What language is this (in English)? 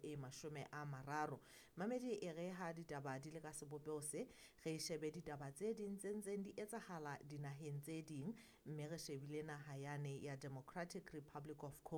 Southern Sotho